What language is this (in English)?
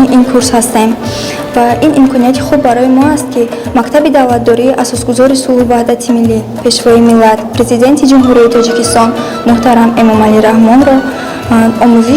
Tajik